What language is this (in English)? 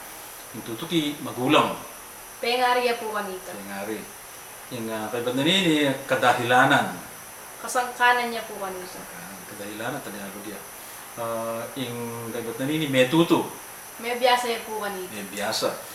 Pampanga